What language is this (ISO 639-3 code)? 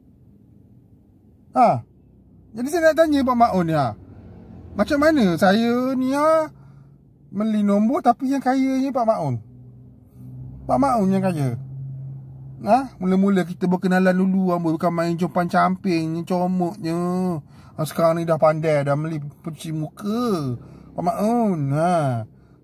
msa